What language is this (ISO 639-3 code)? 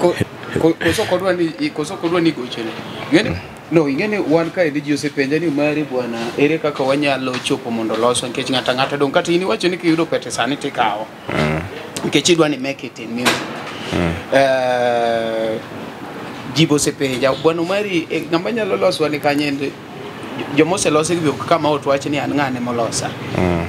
luo